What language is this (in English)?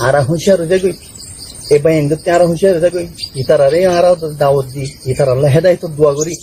Rohingya